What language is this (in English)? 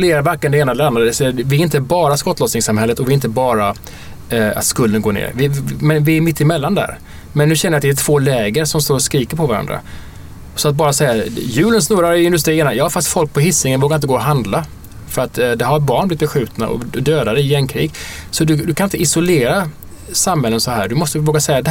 Swedish